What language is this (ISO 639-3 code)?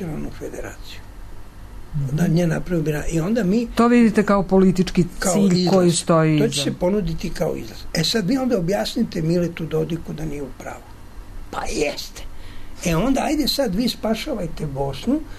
srp